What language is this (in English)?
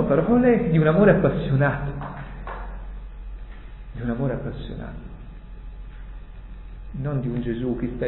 Italian